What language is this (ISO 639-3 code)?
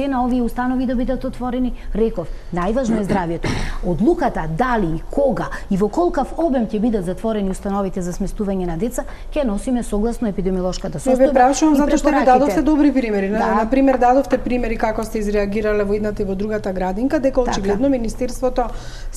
mkd